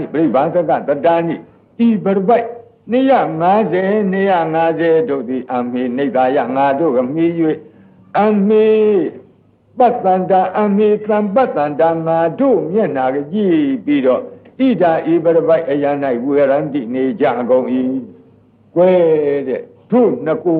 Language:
Burmese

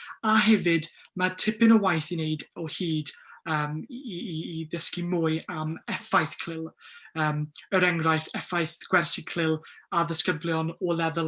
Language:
Welsh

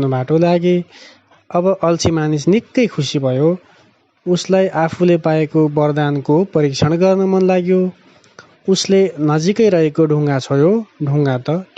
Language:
Nepali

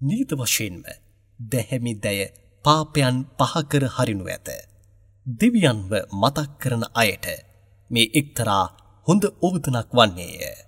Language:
Sinhala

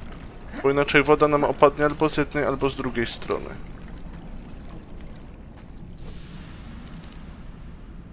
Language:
Polish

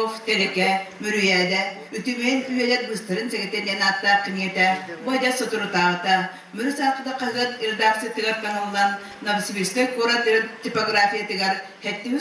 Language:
Yakut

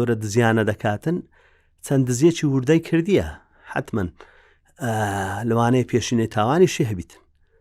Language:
Central Kurdish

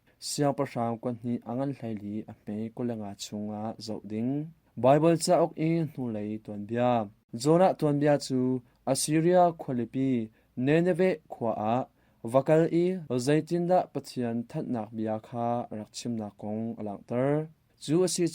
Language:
Hakha Chin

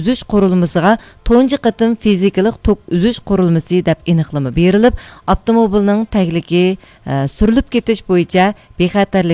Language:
Uyghur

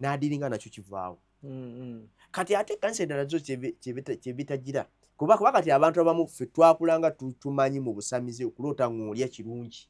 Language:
Ganda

